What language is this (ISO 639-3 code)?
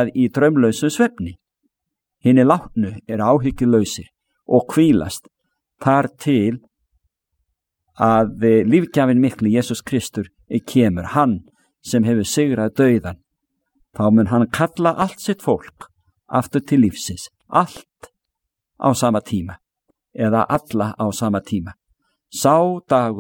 isl